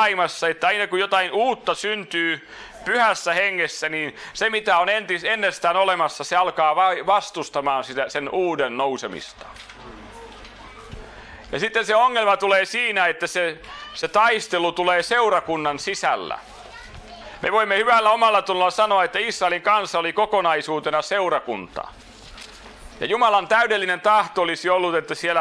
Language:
Finnish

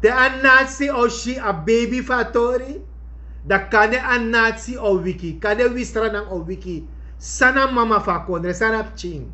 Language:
Sranan Tongo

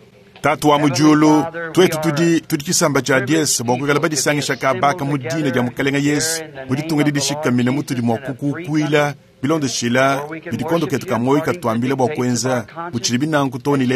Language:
Luba-Lulua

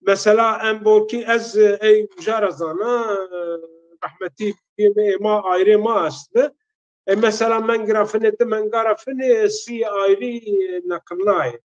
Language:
Zaza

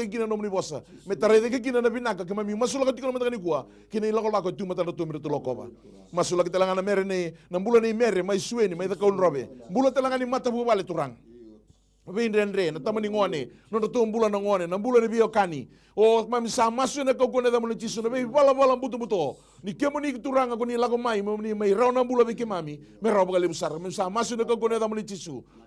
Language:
Fijian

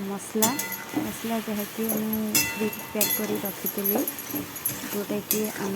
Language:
Odia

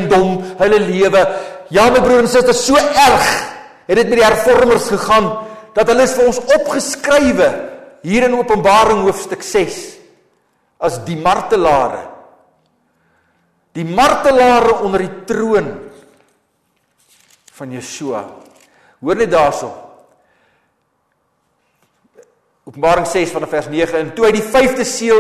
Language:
Afrikaans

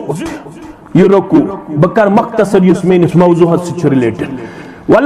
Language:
Kashmiri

